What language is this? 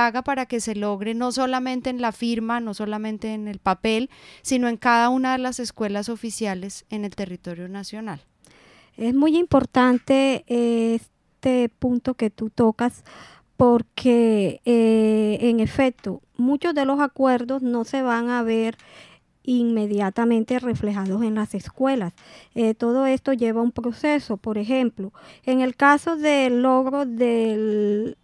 Spanish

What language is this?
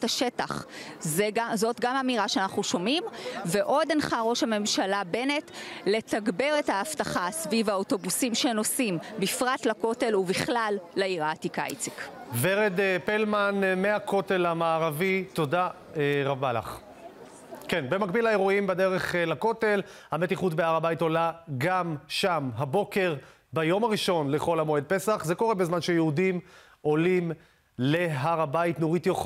Hebrew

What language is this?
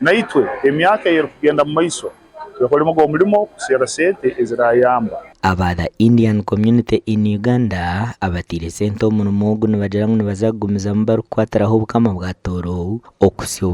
Nyankole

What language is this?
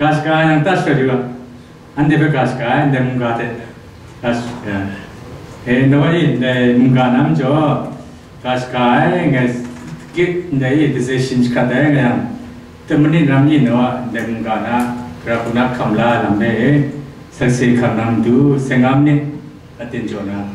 Kachin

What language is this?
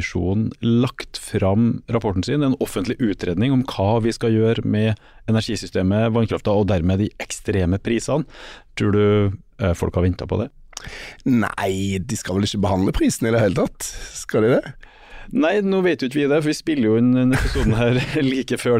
Norwegian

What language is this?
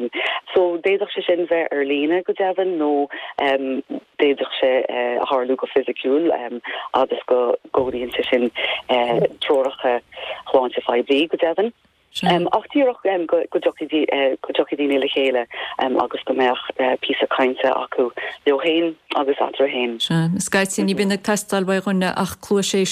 Irish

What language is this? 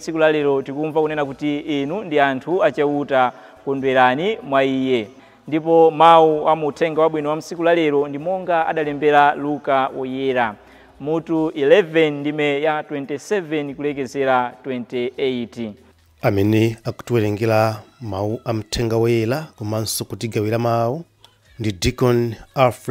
Nyanja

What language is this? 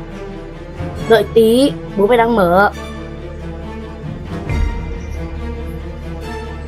Vietnamese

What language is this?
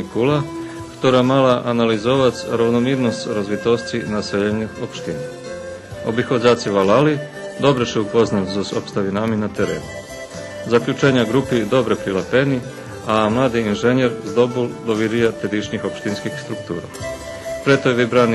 Rusyn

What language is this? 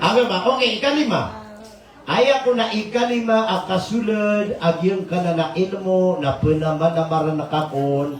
Maranao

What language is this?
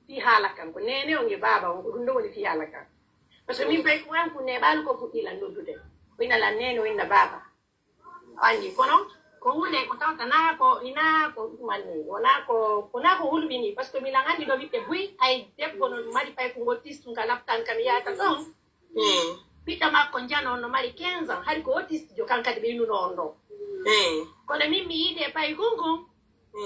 Pular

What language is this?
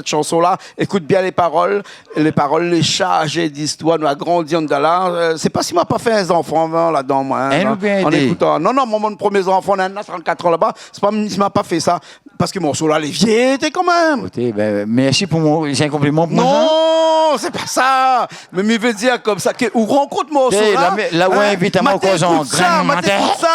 Réunion Creole French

